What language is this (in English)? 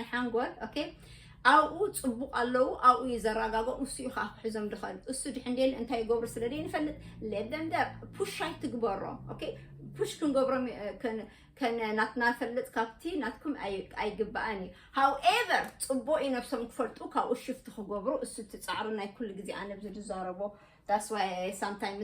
Tigrinya